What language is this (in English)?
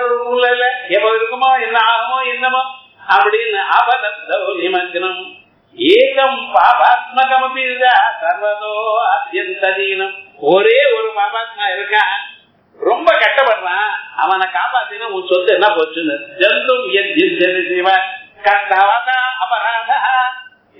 Tamil